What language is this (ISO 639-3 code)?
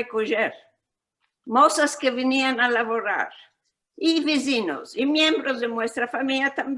lad